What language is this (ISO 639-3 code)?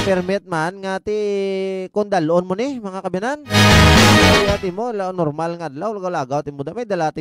hil